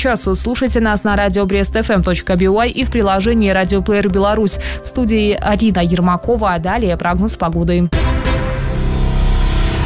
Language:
Russian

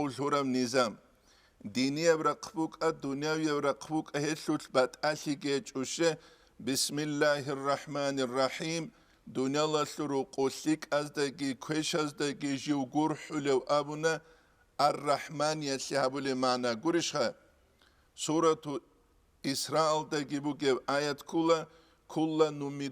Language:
Avaric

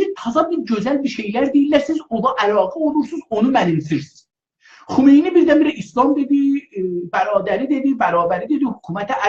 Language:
South Azerbaijani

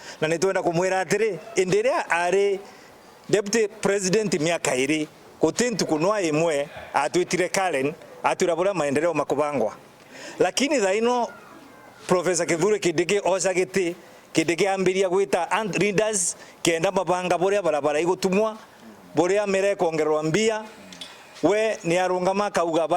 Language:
Meru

